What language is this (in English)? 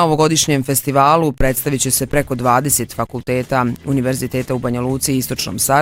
Bosnian